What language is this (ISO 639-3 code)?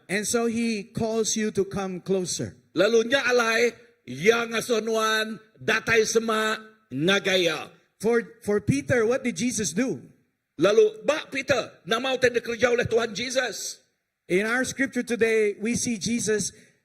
iba